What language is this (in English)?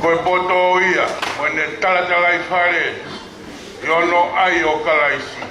Tongan